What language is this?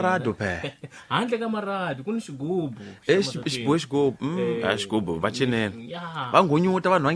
Tsonga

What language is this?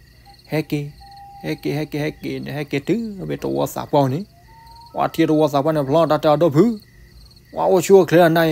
S'gaw Karen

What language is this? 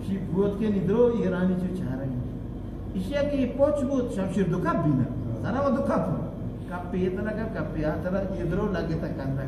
Eastern Balochi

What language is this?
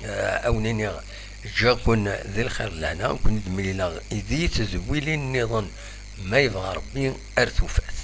Kabyle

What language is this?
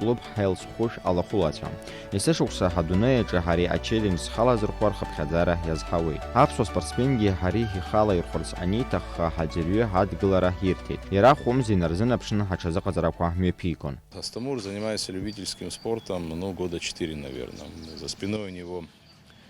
Abkhazian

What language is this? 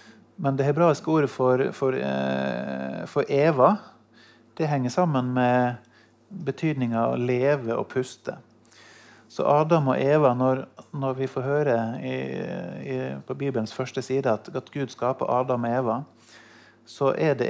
Norwegian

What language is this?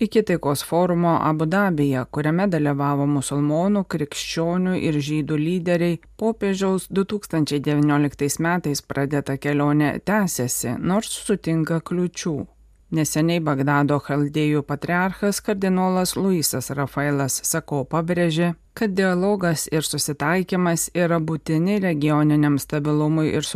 Lithuanian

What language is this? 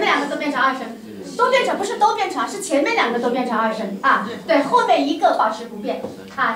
Chinese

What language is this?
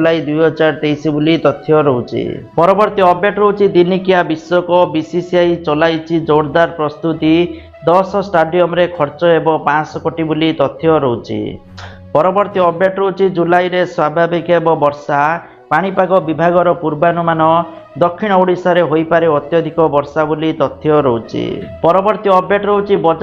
Odia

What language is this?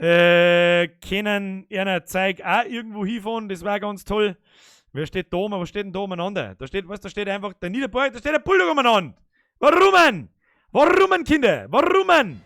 Bavarian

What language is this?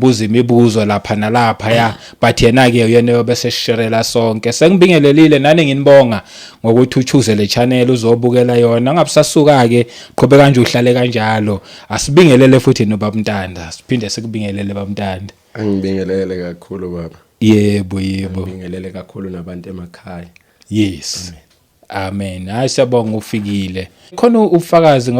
Zulu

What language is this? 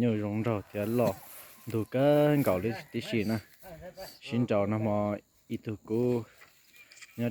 Hmong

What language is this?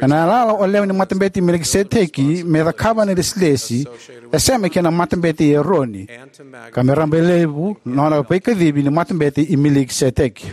Fijian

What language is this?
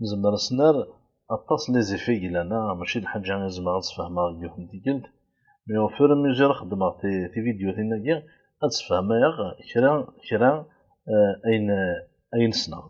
Kabyle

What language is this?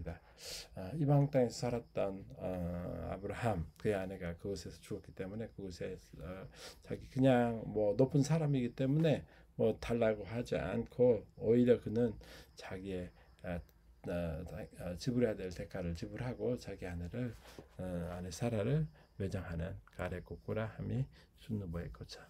Korean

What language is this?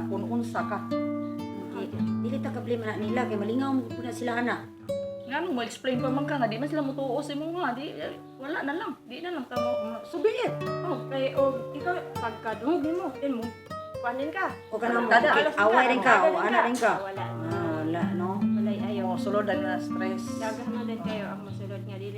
Cebuano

